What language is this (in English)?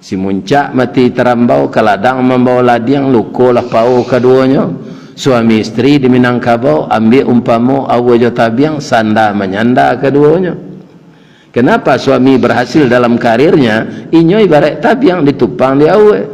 Minangkabau